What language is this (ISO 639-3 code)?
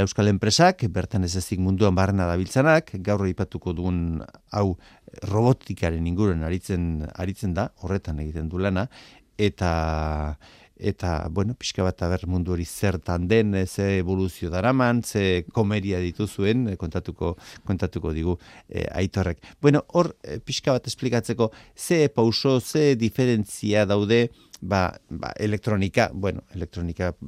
eus